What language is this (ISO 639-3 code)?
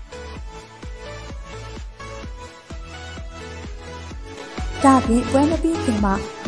mya